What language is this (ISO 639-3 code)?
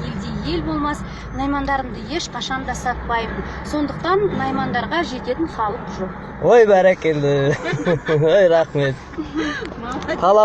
kaz